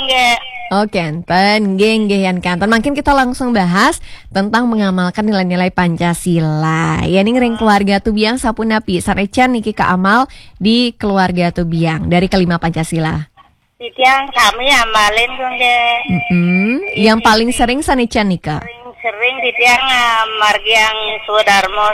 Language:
Balinese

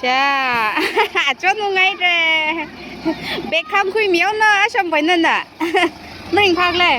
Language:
Tangkhul Naga (India)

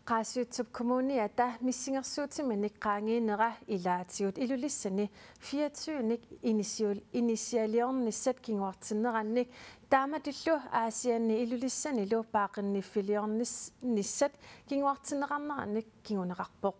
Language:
Kalaallisut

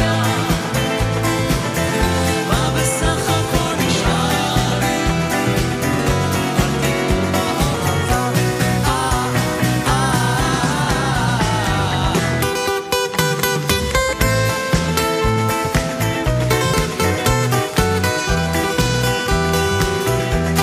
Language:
Hebrew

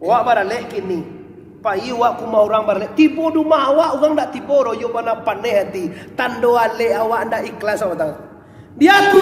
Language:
Minangkabau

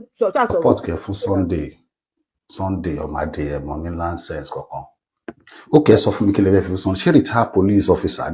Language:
Yoruba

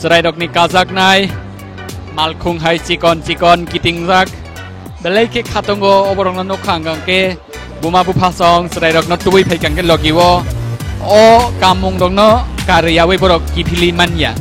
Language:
Kok Borok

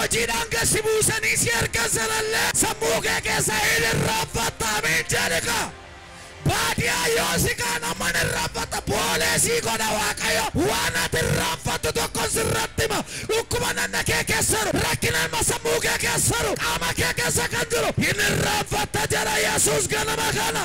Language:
Oromo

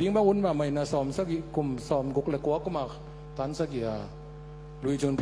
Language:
Tedim Chin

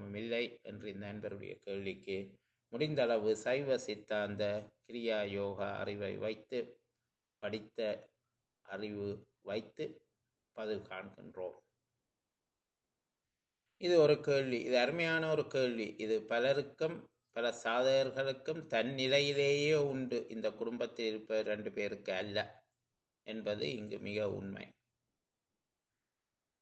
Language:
Tamil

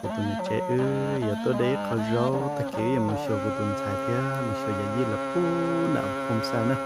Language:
Hmong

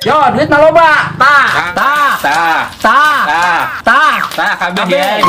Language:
Sundanese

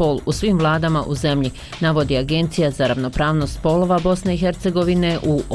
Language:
Bosnian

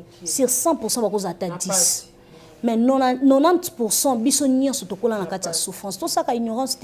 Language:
Lingala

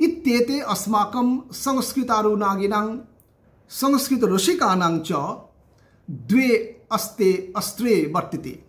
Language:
Sanskrit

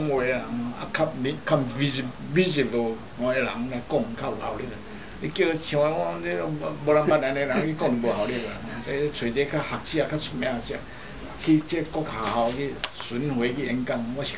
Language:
Min Nan Chinese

